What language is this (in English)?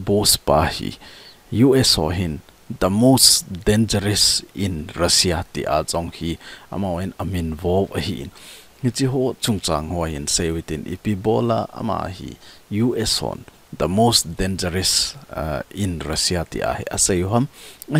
Thado Chin